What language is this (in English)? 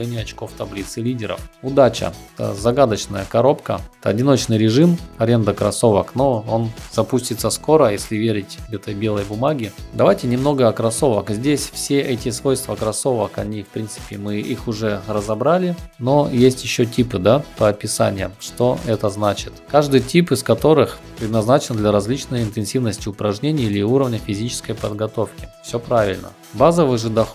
Russian